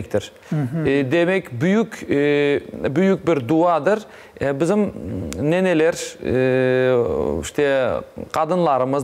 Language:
Crimean Tatar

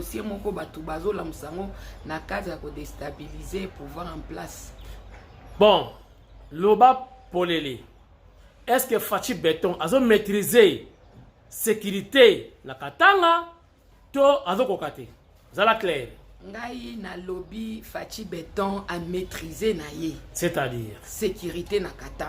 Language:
Lingala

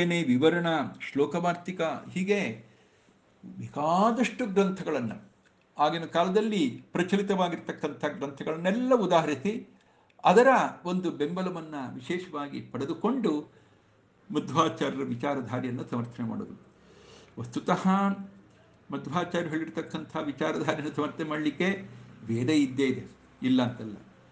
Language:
Kannada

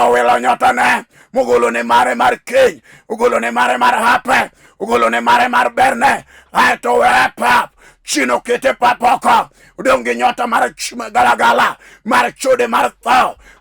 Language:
Luo (Kenya and Tanzania)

